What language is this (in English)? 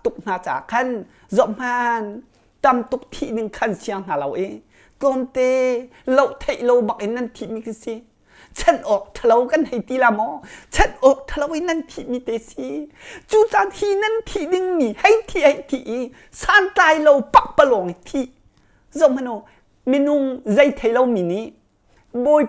Hakha Chin